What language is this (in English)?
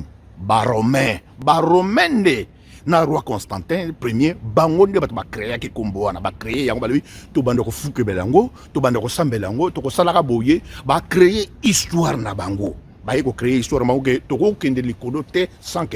Lingala